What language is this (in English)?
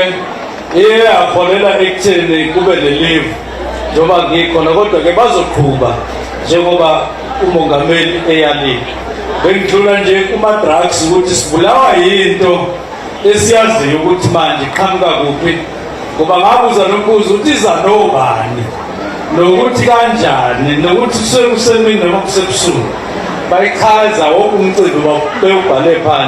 Zulu